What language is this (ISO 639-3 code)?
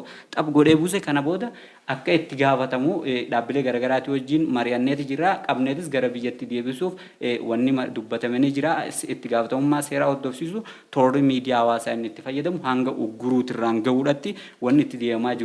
orm